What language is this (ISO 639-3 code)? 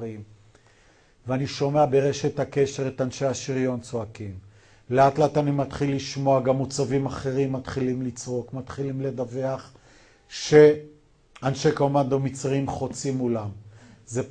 heb